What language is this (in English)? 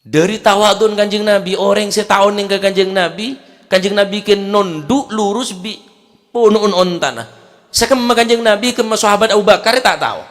Madurese